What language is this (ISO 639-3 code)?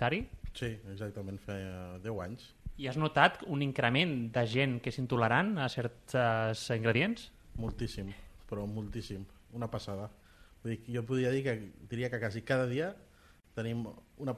cat